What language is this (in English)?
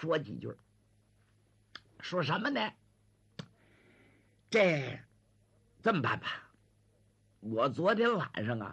Chinese